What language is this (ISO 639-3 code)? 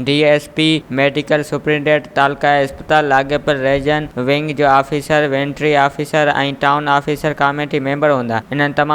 snd